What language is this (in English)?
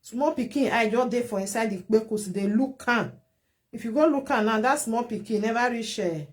Nigerian Pidgin